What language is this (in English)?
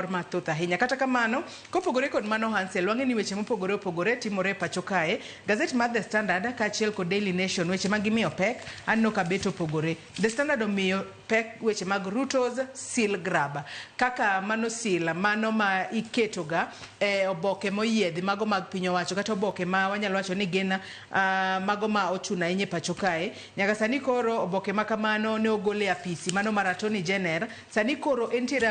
Luo (Kenya and Tanzania)